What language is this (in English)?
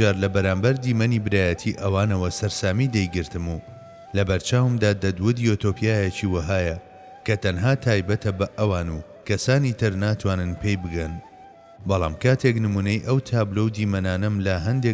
Central Kurdish